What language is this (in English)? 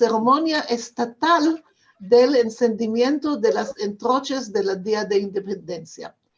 Ladino